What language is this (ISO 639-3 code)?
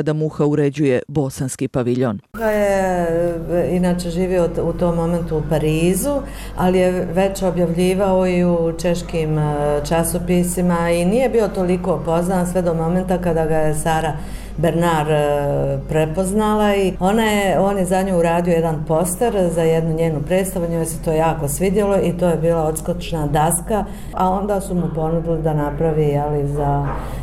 bos